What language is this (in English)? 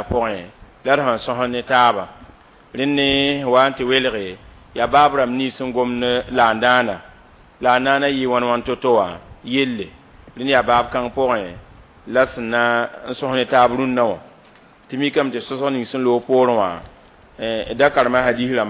Mossi